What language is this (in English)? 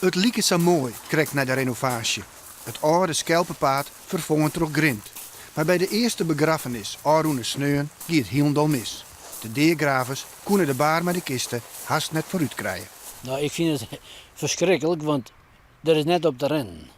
Western Frisian